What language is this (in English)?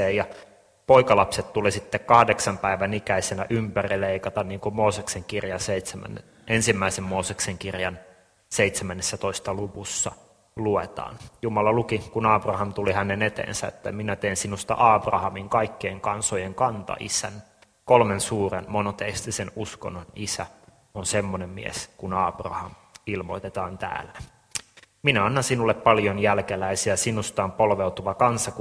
Finnish